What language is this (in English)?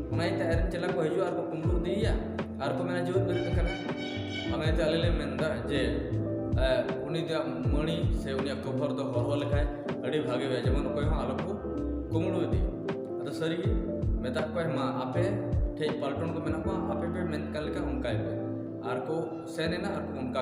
Santali